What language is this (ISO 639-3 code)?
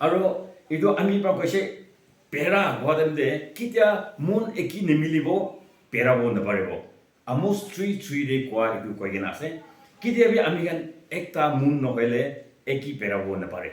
nag